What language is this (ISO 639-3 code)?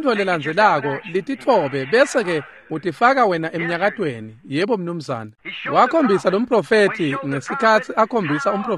ssw